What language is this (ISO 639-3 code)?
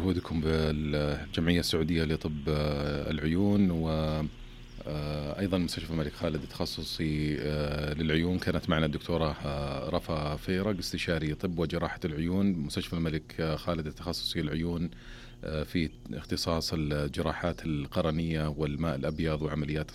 ars